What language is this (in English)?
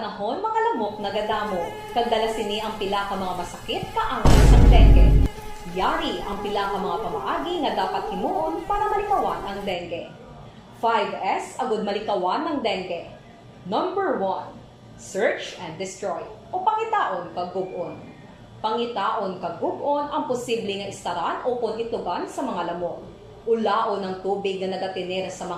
Hiligaynon